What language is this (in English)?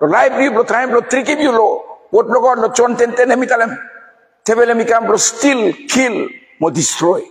Bislama